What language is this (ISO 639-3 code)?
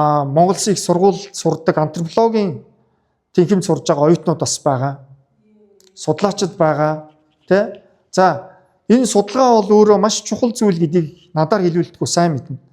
mon